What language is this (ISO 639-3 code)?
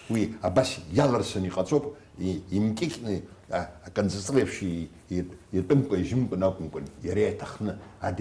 abk